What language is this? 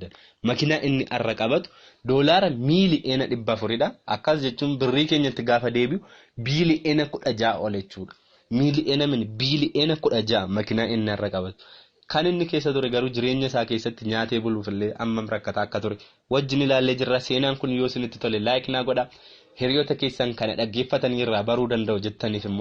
Oromo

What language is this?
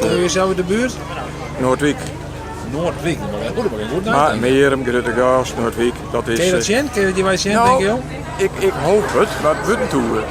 Western Frisian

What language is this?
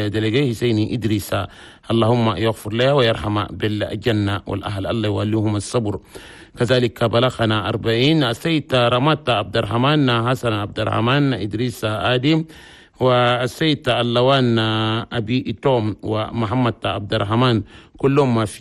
Chadian Arabic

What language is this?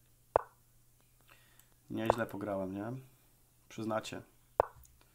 Polish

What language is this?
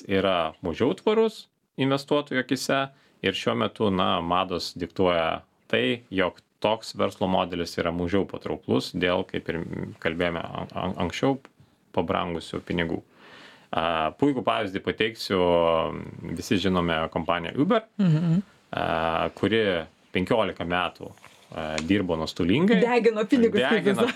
Lithuanian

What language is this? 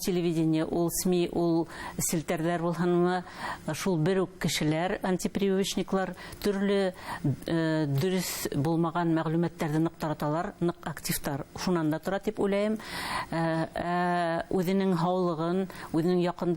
Bashkir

